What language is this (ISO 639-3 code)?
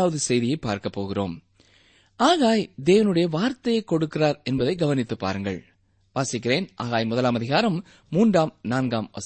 tam